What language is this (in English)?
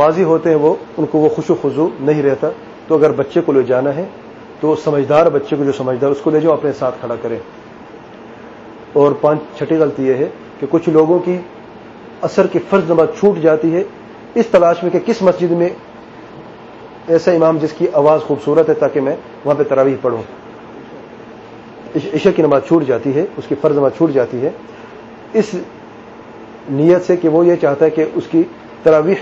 Urdu